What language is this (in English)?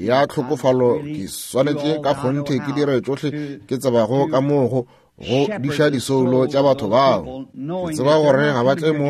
Northern Sotho